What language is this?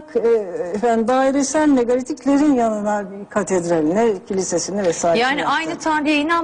Turkish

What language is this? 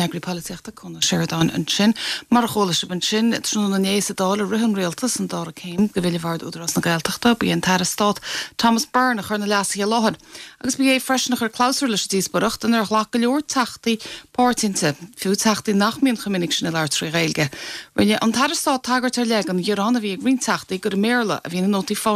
Irish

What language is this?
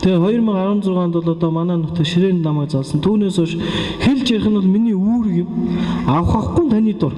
Mongolian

